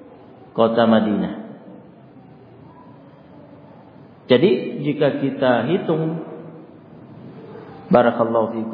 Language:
Indonesian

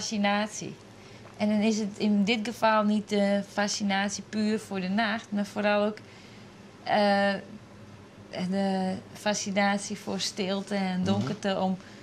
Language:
Western Frisian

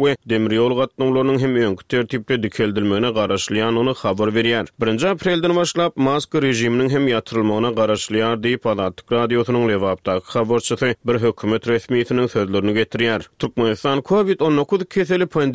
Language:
Turkmen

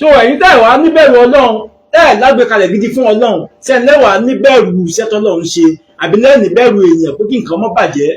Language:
Yoruba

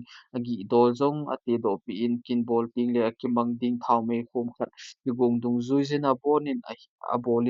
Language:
Thado Chin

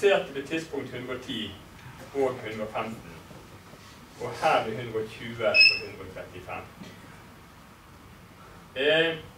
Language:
Norwegian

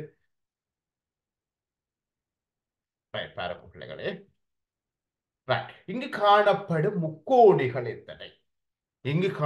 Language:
Tamil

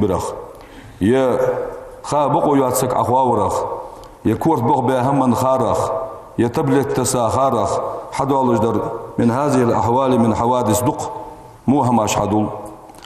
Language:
Ingush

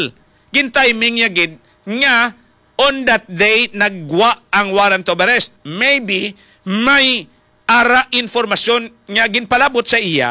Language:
Hiligaynon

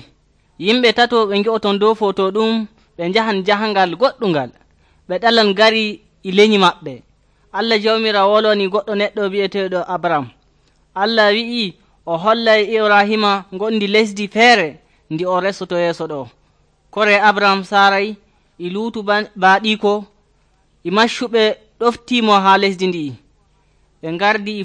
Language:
Nigerian Fulfulde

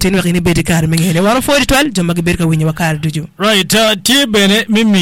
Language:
Acoli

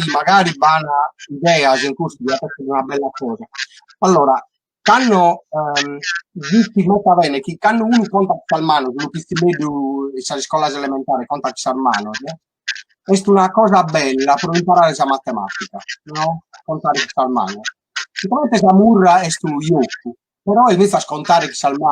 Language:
Sardinian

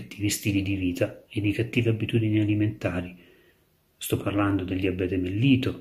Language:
Italian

